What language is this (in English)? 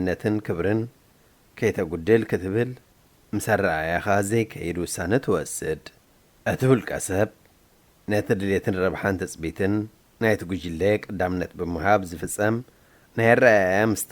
Tigrinya